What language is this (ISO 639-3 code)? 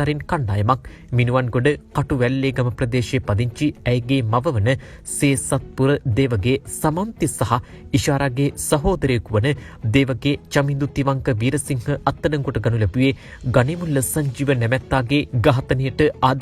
sin